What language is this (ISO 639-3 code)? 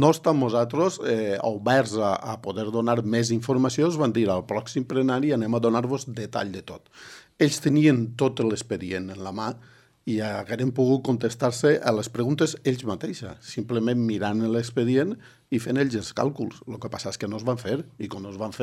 cat